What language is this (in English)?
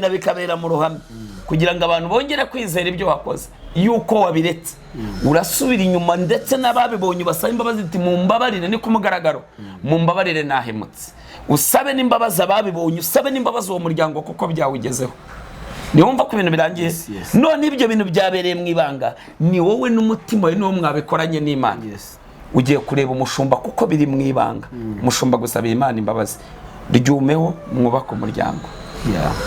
Kinyarwanda